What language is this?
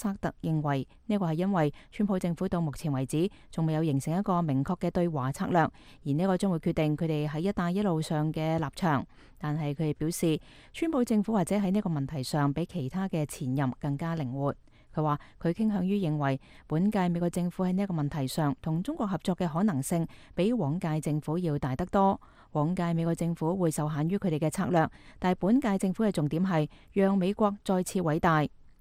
Cantonese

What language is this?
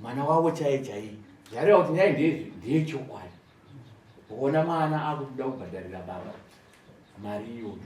Shona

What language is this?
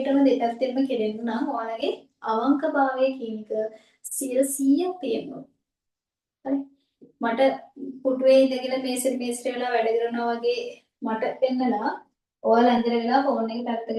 Sinhala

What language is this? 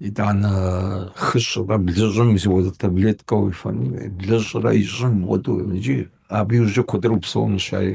Kabardian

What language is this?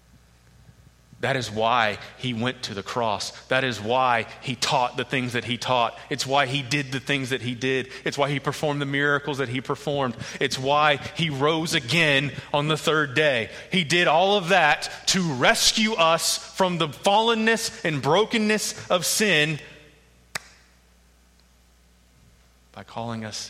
English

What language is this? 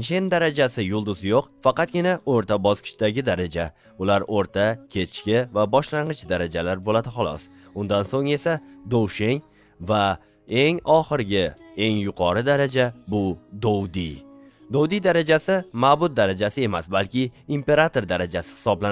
Uzbek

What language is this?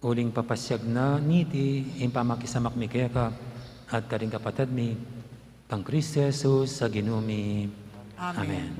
Pampanga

